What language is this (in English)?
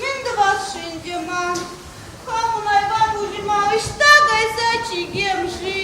Chuvash